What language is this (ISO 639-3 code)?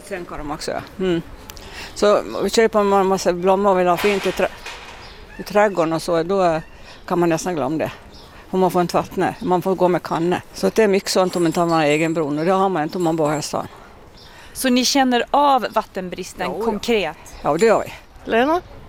swe